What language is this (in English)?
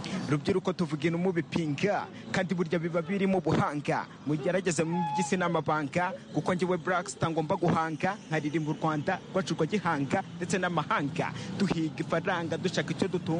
Kinyarwanda